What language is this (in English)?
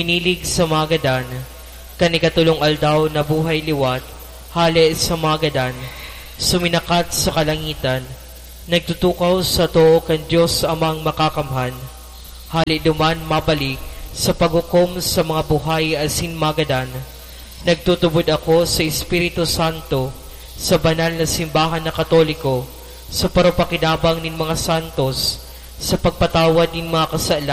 Bikol